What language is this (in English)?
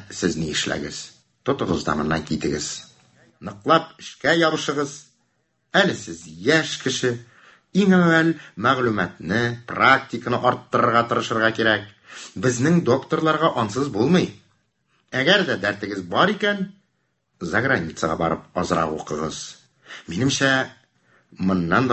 Tatar